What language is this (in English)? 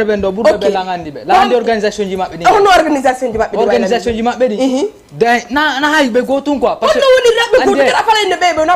Fula